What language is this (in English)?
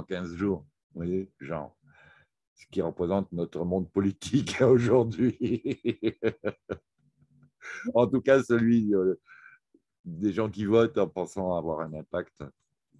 French